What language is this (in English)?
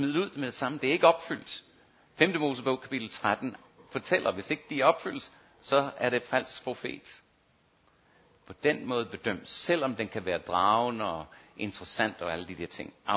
Danish